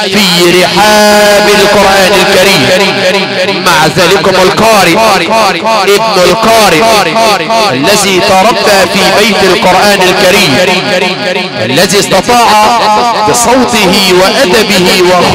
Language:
Arabic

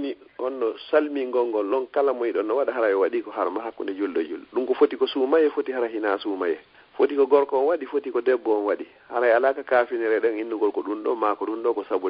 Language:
Fula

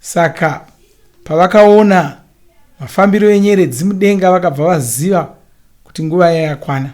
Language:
Shona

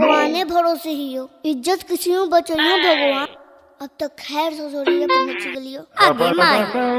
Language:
Magahi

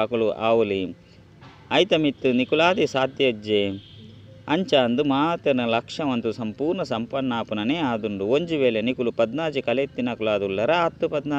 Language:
Tulu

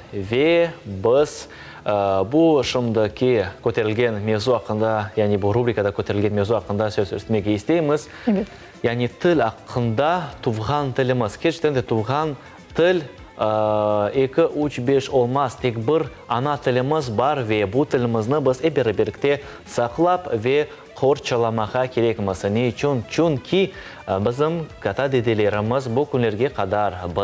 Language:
Crimean Tatar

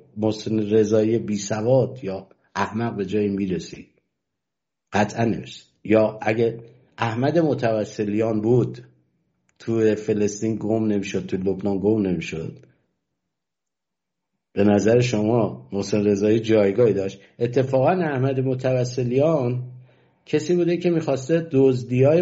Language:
Persian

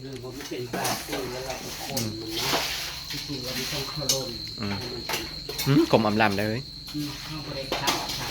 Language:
Northeastern Thai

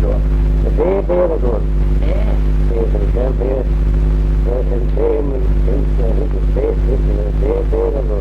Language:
Manx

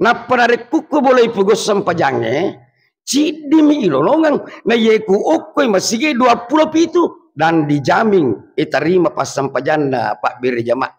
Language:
Buginese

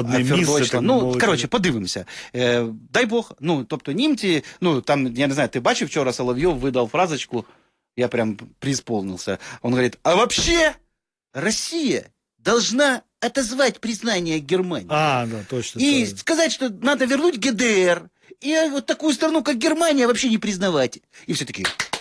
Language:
Ukrainian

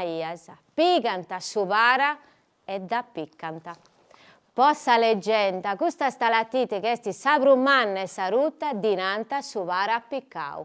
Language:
Sardinian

